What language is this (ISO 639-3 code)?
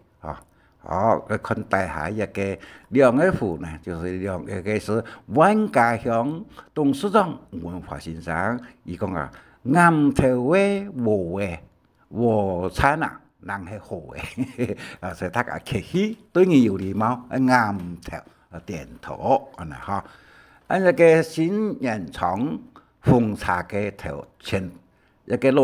hak